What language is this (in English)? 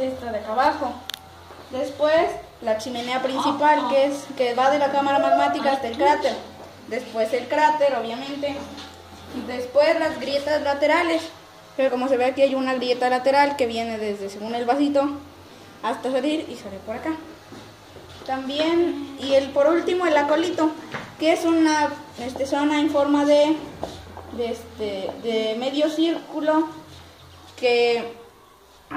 Spanish